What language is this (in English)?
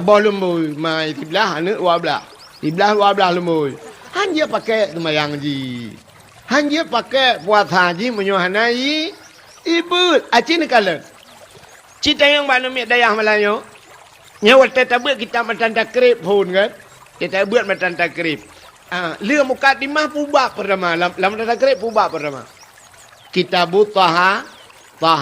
Achinese